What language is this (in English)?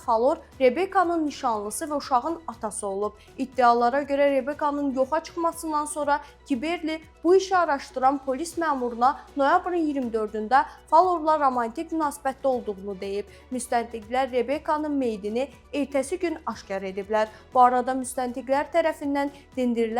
Azerbaijani